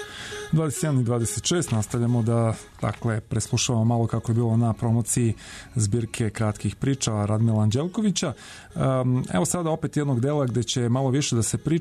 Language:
Serbian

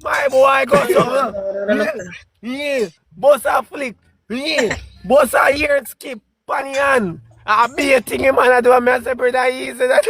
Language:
Jamaican Creole English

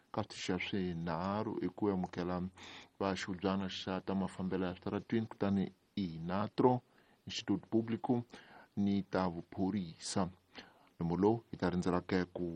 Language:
Tsonga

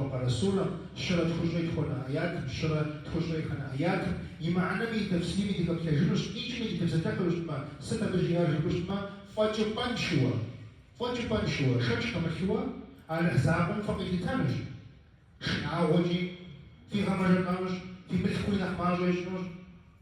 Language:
Kabardian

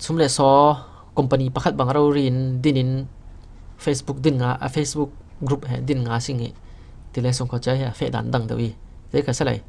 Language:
Falam Chin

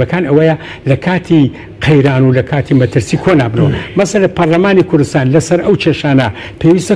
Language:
Central Kurdish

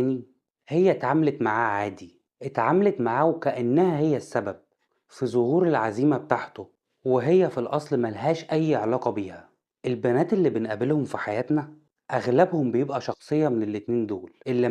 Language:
Egyptian Arabic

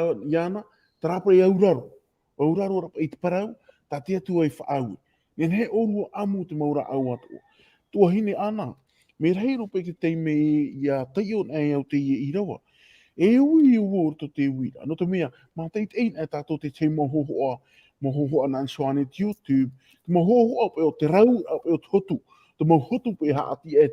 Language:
Tahitian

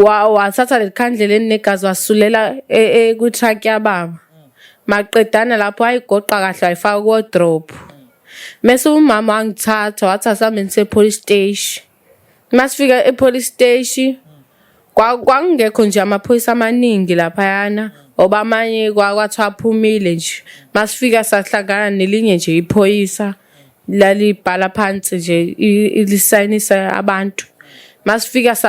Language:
Zulu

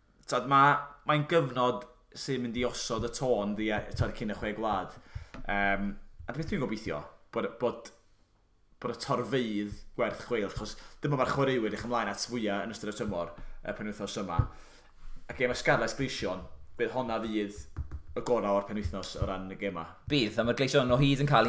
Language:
Welsh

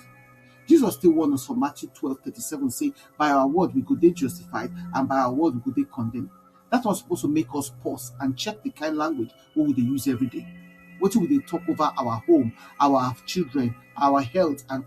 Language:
Nigerian Pidgin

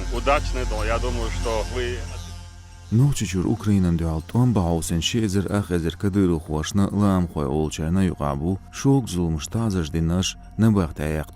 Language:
Chechen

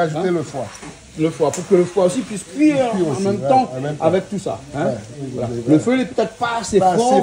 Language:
Réunion Creole French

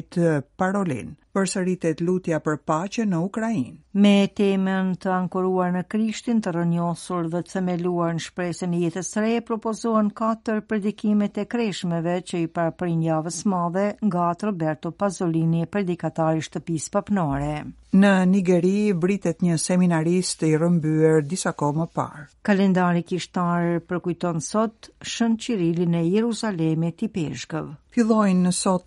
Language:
Albanian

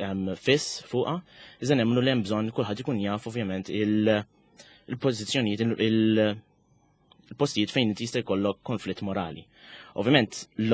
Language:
Maltese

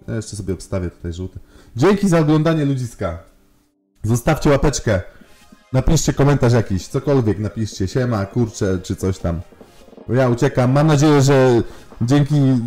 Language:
Polish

